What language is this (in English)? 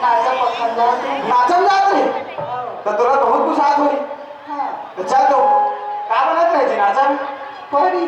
Chhattisgarhi